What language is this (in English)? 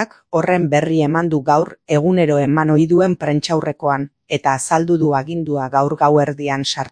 Basque